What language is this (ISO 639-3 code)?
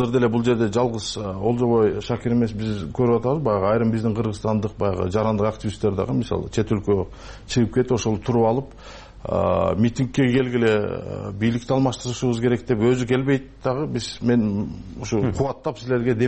kir